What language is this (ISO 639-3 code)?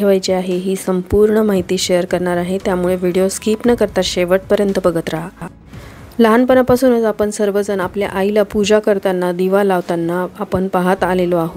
mar